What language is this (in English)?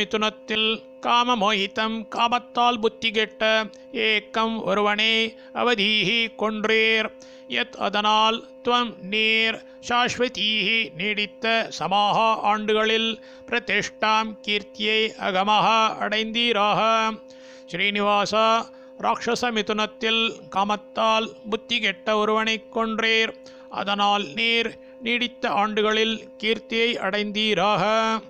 Tamil